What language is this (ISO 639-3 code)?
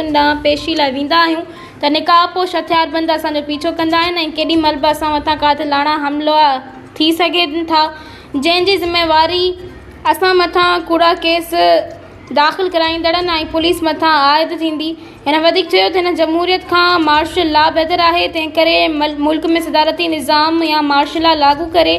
snd